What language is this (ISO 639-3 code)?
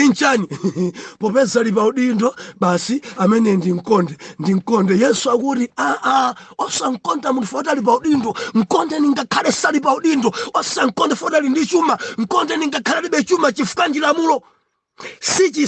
nya